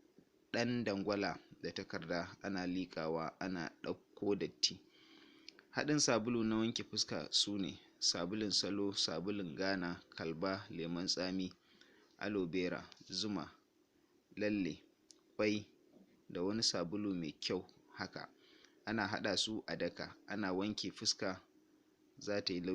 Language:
Hausa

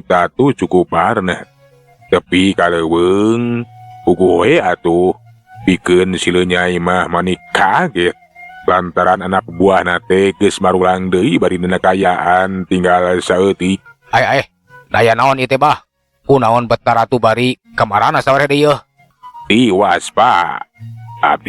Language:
Sundanese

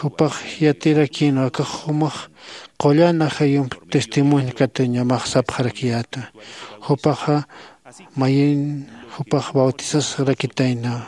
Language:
Aymara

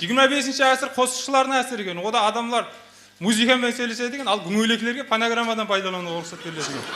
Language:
Kara-Kalpak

